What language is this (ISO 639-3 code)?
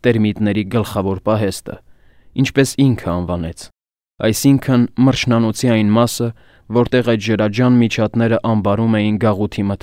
hye